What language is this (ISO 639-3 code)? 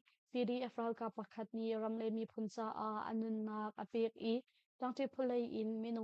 cnh